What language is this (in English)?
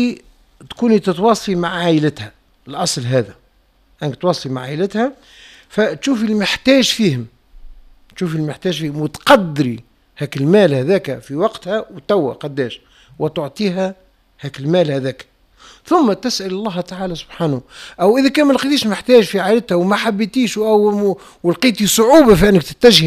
Tunisian Arabic